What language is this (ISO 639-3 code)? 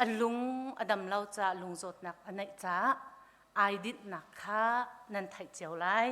cnh